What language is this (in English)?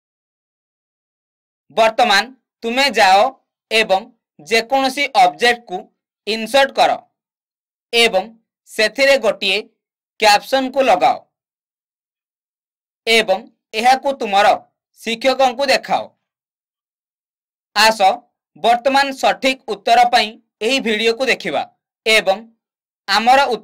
Odia